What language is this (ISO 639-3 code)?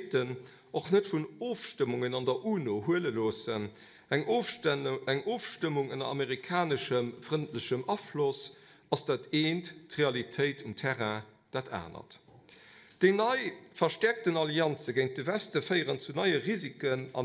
ltz